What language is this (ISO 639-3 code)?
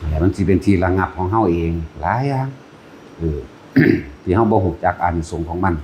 tts